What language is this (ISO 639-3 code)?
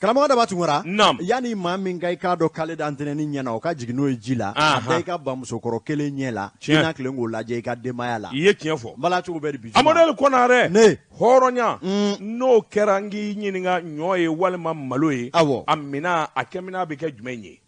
bam